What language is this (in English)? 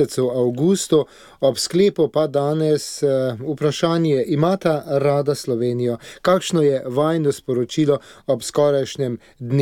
Slovenian